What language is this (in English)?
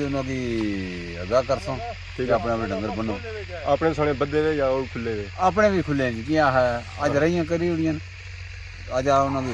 Pahari-Potwari